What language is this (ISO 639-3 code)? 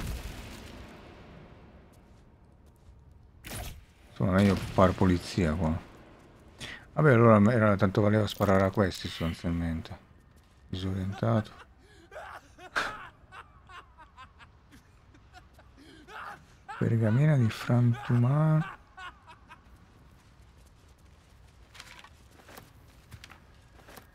ita